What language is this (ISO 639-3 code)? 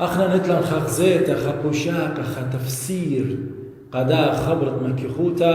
aii